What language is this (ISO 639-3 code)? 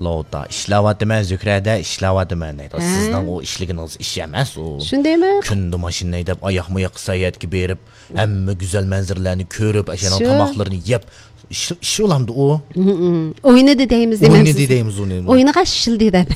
uig